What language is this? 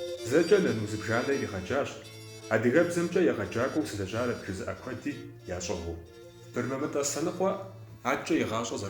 Kabardian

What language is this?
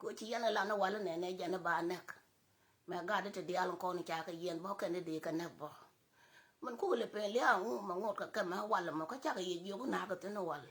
Nuer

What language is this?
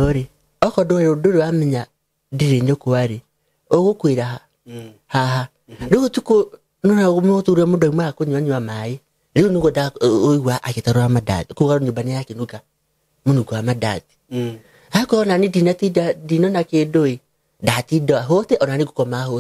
Kikuyu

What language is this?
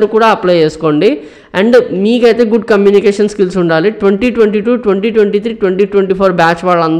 Telugu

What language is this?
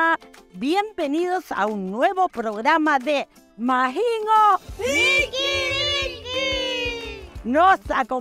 Rapanui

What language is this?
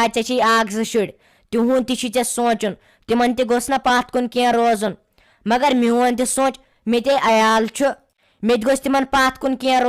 Kashmiri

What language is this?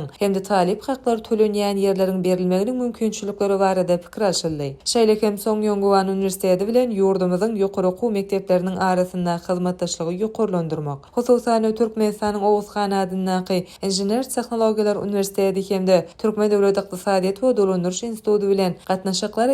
Turkmen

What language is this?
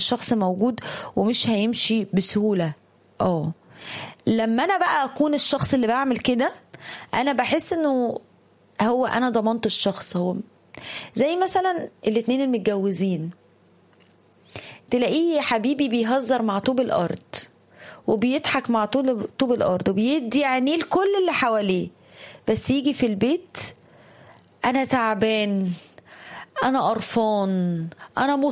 Egyptian Arabic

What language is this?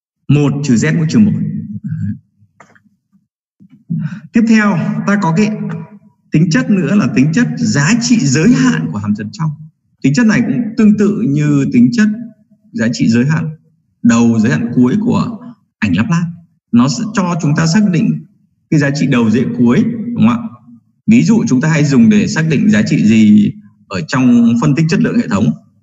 Vietnamese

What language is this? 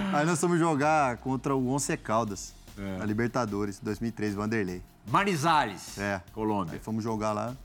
Portuguese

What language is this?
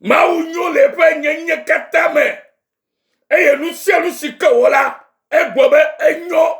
Ewe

